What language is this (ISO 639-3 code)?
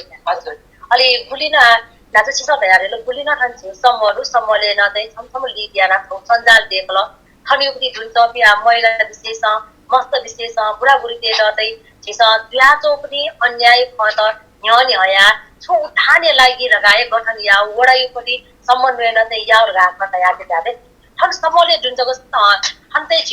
new